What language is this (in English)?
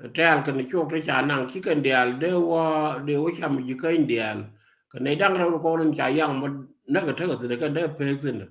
Nuer